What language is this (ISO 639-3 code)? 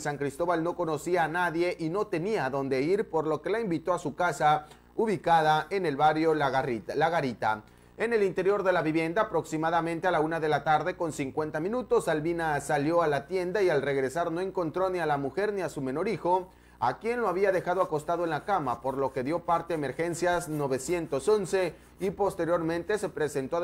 spa